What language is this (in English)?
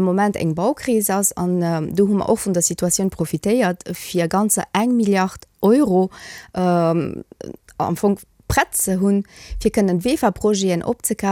Luxembourgish